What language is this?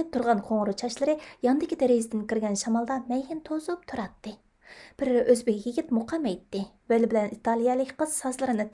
Uyghur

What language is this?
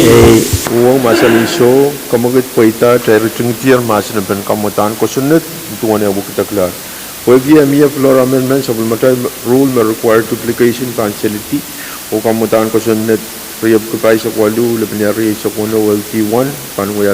Pohnpeian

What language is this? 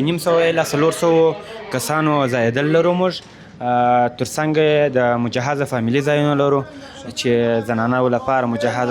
Pashto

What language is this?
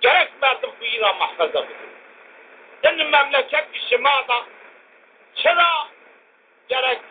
Zaza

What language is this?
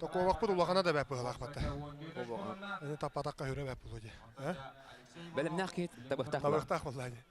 Yakut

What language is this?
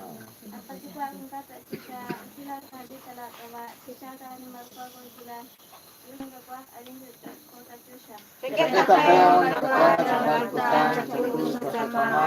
Kekchí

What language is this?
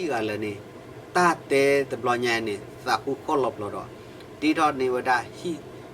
S'gaw Karen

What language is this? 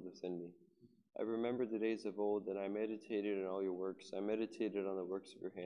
English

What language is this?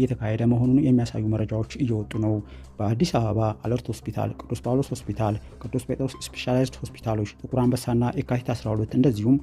Amharic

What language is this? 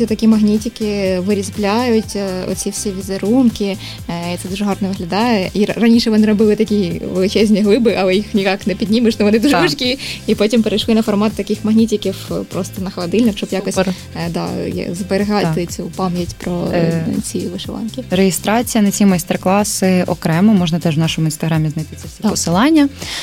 Ukrainian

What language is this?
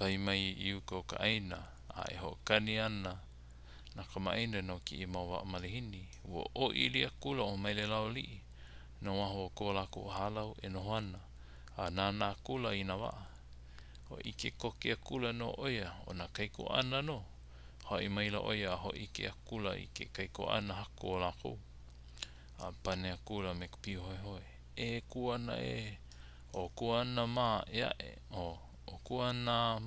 Hawaiian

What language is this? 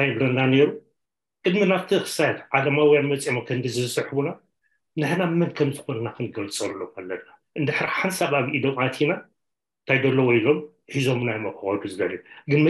Tigrinya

